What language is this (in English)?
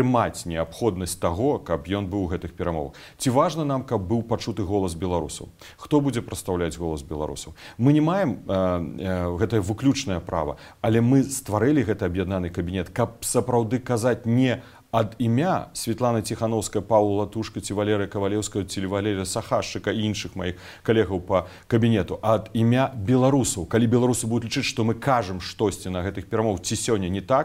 Belarusian